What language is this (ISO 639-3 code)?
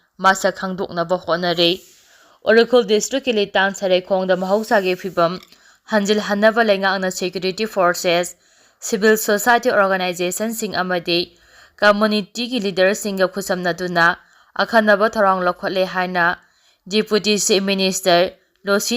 mni